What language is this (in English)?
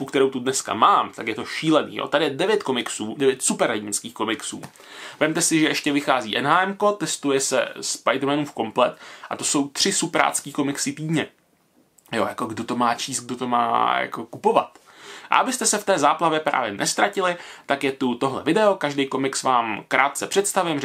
Czech